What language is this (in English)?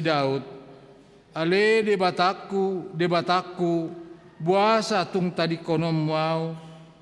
Batak Toba